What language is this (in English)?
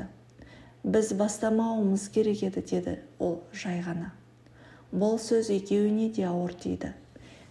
Kazakh